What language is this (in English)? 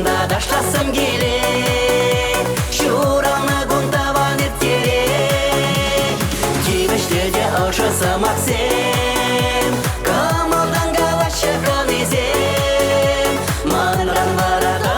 Chuvash